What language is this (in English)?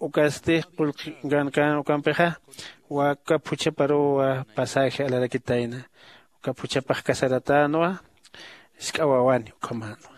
Aymara